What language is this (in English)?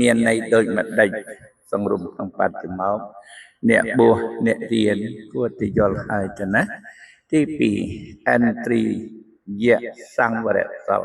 Khmer